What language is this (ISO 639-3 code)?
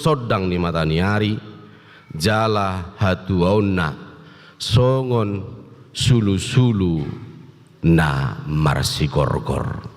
bbc